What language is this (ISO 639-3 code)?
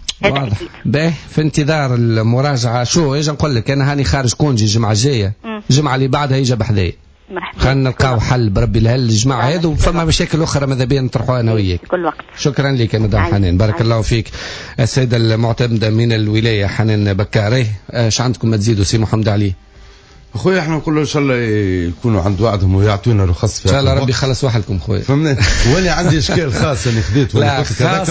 aeb